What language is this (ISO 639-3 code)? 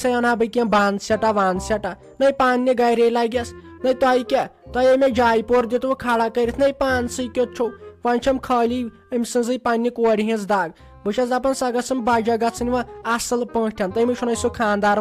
kas